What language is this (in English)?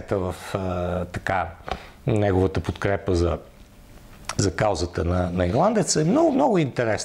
Bulgarian